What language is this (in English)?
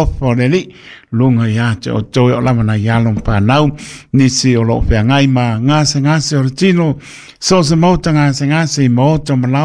Samoan